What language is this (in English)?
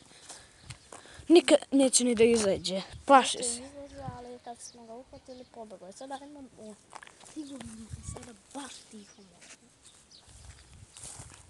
Serbian